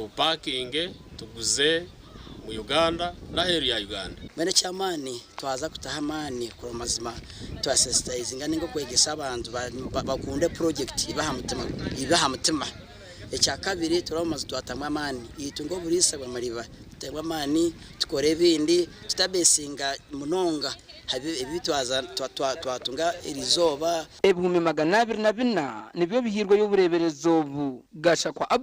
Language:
Nyankole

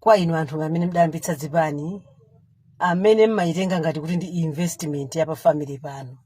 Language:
Nyanja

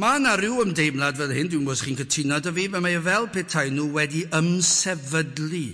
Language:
Welsh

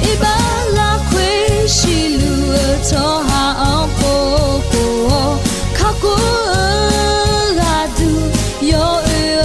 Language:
Akha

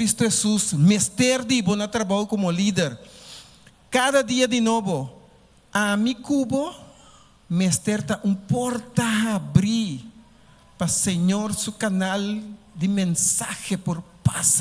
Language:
Papiamento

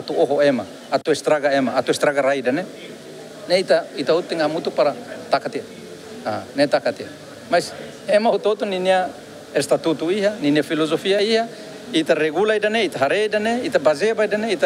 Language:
Tetum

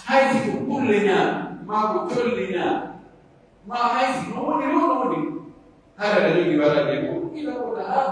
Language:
Pular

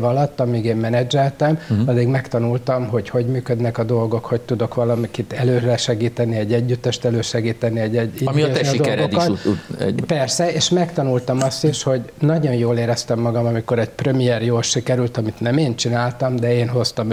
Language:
Hungarian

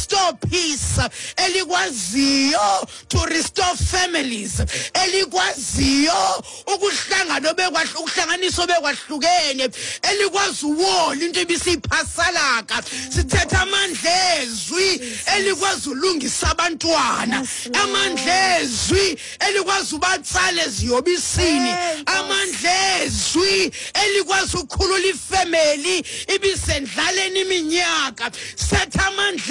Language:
Xhosa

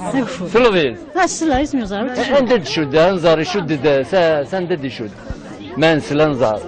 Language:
Kabyle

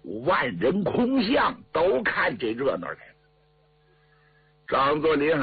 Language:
Chinese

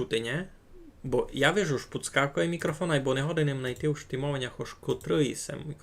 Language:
Rusyn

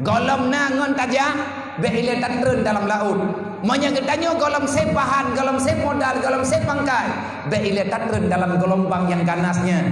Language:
Achinese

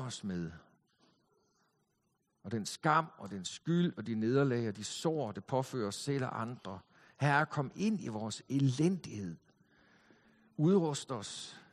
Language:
Danish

